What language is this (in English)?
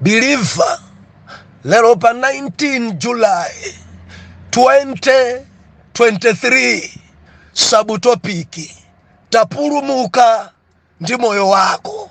Nyanja